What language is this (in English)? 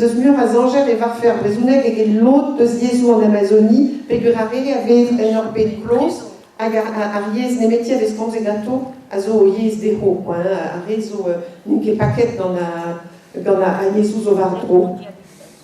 Breton